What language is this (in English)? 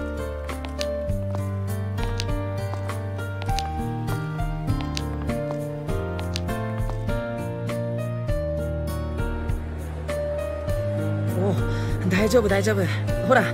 Japanese